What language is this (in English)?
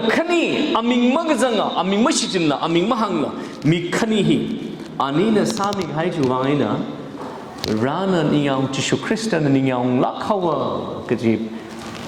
Tangkhul Naga (India)